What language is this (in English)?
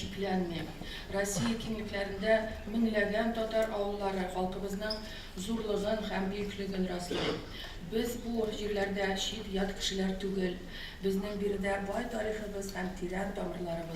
Tatar